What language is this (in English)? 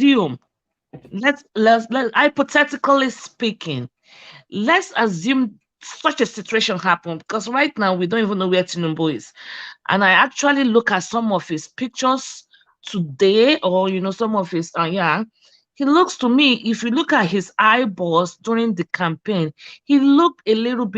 Nigerian Pidgin